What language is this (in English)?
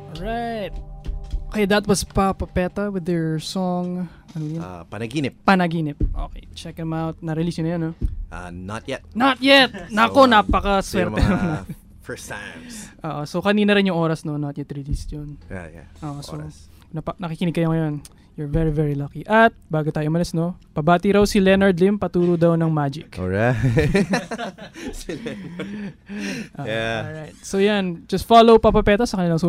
Filipino